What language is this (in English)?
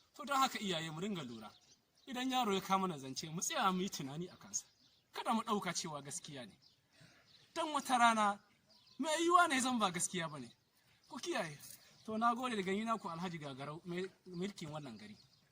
Hausa